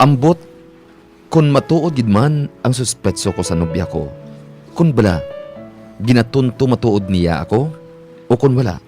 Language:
Hiligaynon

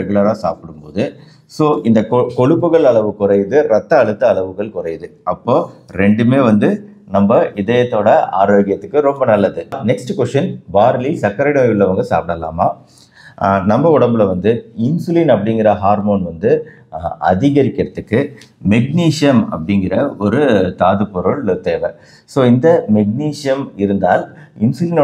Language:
Tamil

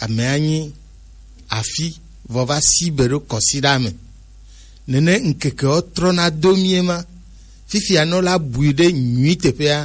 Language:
Gen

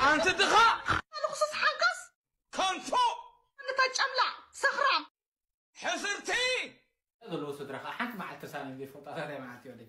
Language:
Tigrinya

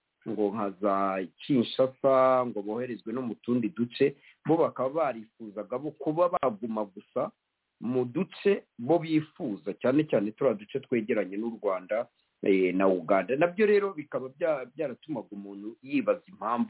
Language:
Kinyarwanda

